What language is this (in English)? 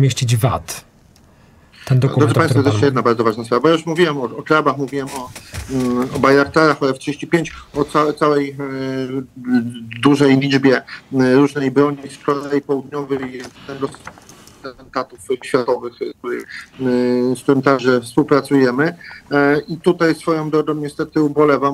Polish